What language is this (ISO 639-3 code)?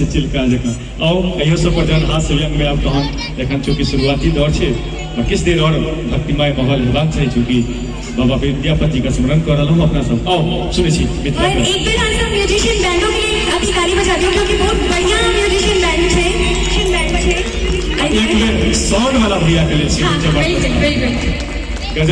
mai